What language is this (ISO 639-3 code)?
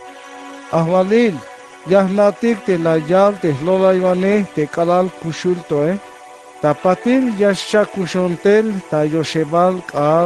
tzh